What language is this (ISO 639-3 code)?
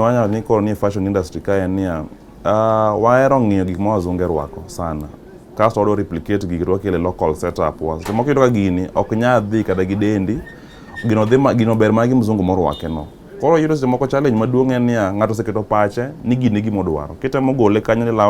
luo